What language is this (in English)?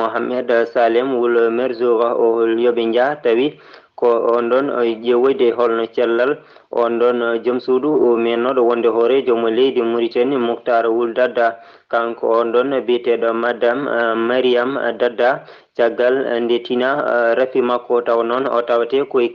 Fula